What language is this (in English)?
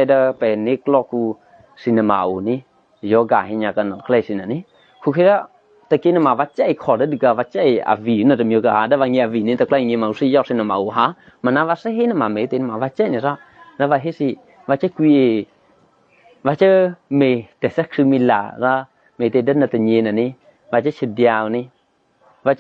Eastern Kayah